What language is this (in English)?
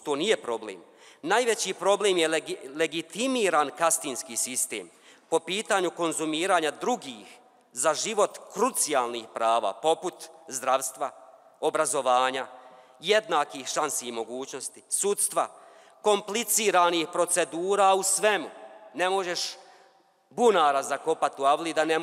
Bosnian